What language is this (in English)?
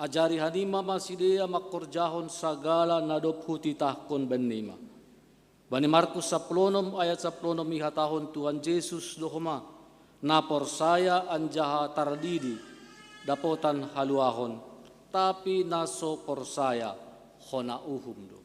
Batak Simalungun